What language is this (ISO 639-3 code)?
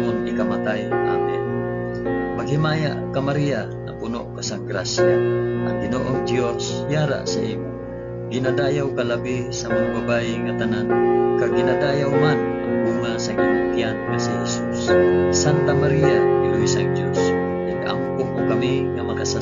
hil